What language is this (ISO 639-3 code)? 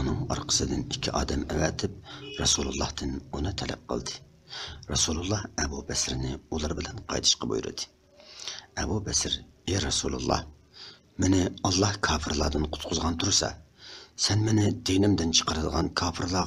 uig